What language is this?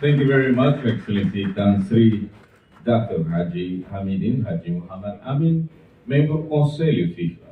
Tetum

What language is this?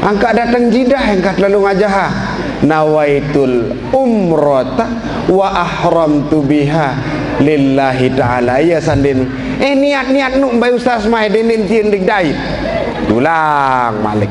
Sasak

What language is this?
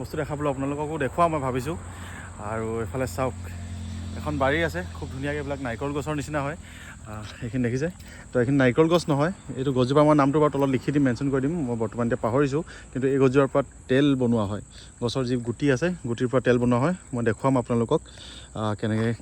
Assamese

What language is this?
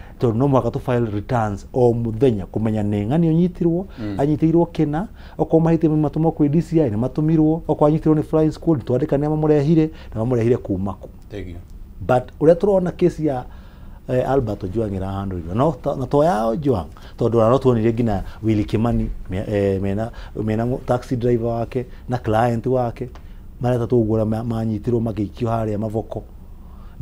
Kikuyu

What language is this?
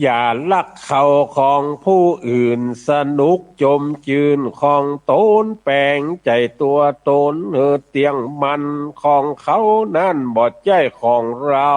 Northern Thai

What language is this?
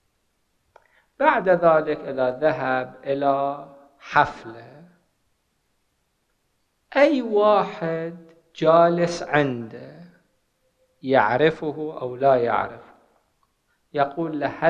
Arabic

